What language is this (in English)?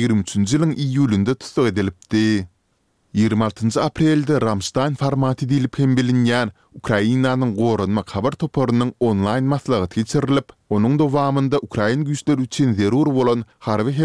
Turkmen